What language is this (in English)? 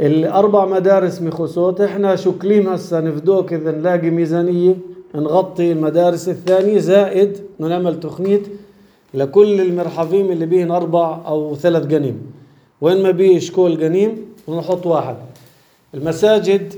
North Levantine Arabic